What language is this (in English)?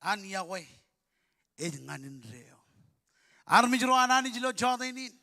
Marshallese